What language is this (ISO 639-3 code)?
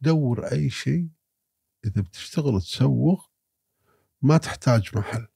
afb